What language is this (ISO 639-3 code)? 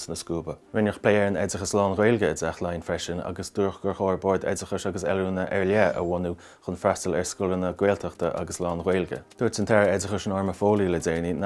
gle